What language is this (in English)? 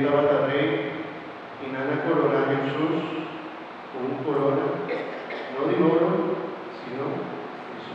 Papiamento